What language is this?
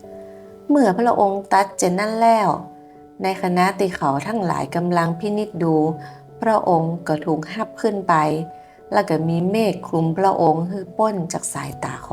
Northern Thai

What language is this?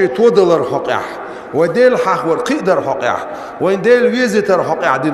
Chechen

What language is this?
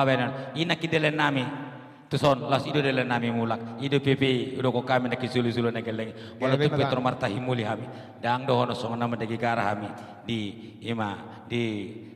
Batak Toba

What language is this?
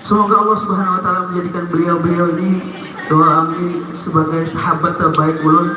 Banjar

